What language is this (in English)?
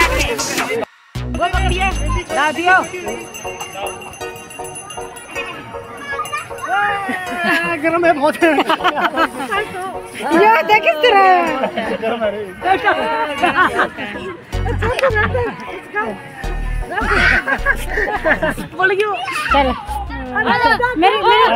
Hindi